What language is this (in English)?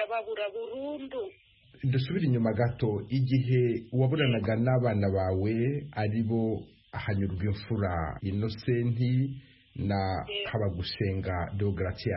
Kinyarwanda